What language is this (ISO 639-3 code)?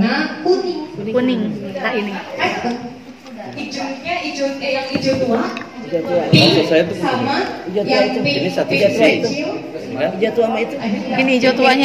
ind